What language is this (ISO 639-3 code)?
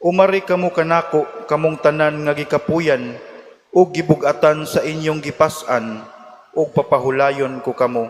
ceb